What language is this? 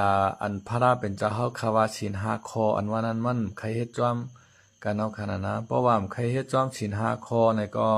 Shan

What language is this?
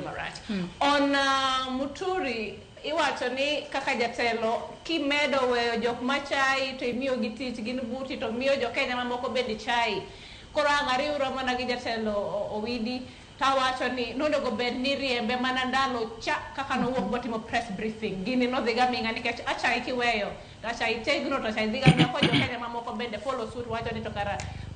Luo (Kenya and Tanzania)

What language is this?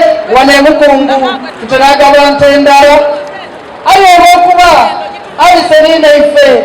Soga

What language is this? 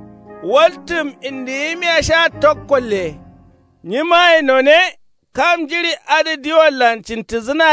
Kanuri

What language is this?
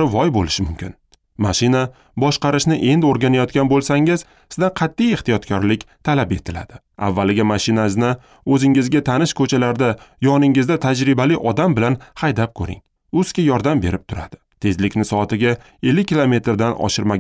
Uzbek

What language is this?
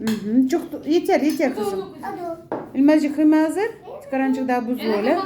Crimean Tatar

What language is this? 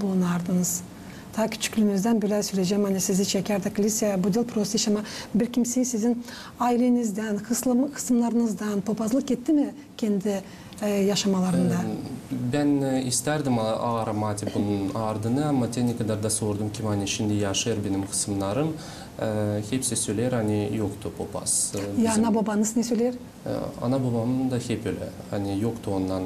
Gagauz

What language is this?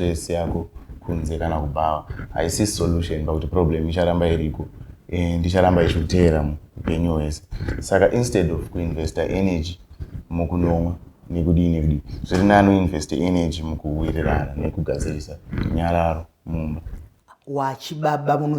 Shona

